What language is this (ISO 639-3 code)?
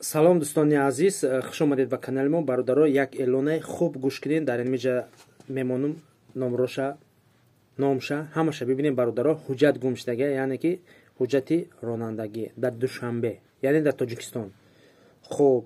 tgk